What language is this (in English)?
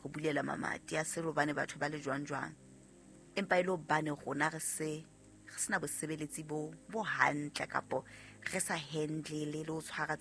Southern Sotho